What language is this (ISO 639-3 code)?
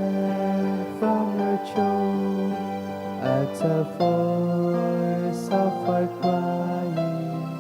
bik